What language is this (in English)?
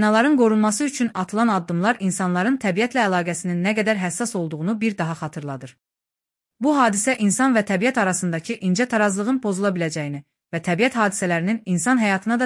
Azerbaijani